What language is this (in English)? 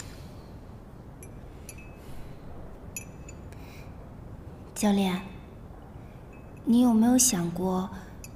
Chinese